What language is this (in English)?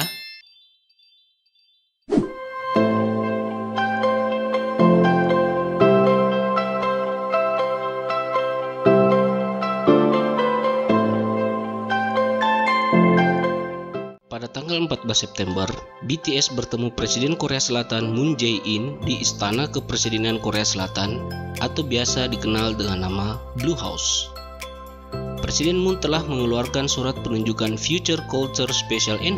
Indonesian